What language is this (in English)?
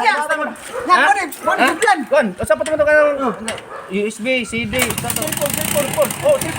Cebuano